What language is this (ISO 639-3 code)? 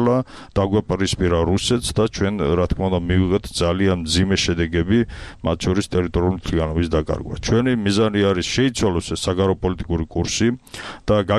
kat